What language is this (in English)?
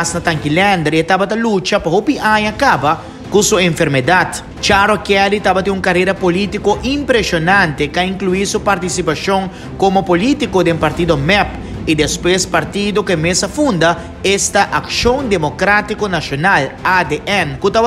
Papiamento